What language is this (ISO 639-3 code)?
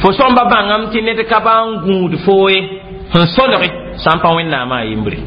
mos